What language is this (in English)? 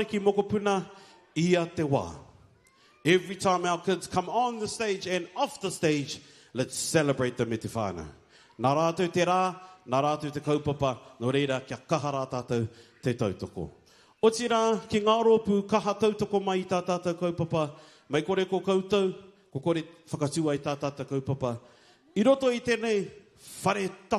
Māori